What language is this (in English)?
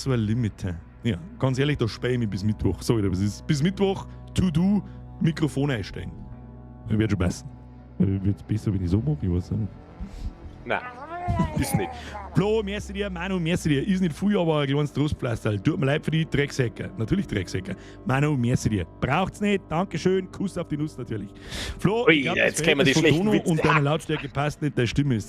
Bavarian